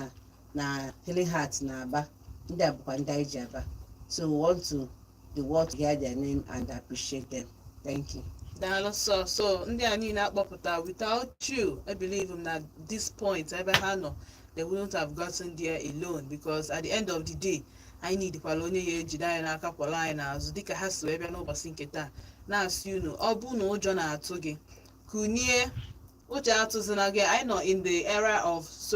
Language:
Igbo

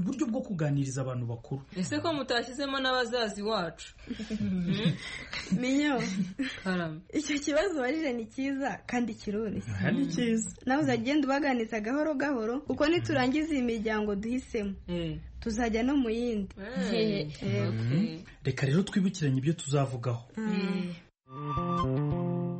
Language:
Kinyarwanda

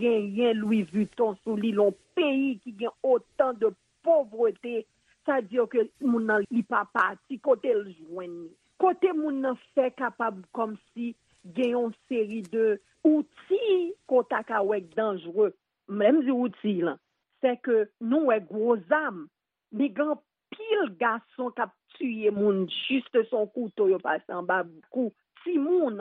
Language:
Haitian Creole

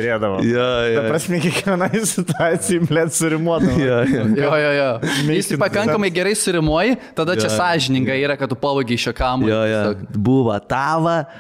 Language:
Lithuanian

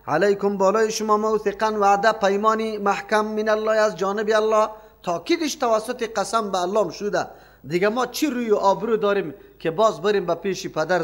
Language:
Persian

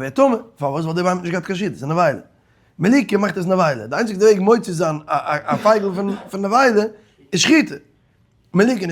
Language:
Yiddish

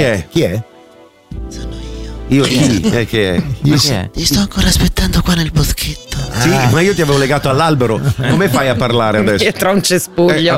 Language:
Italian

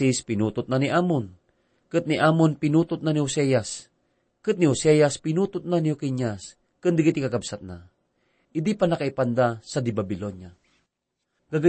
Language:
Iloko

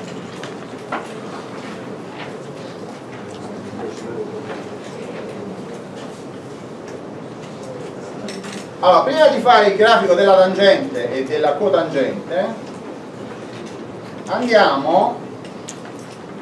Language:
Italian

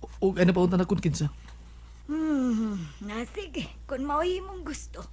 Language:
Cebuano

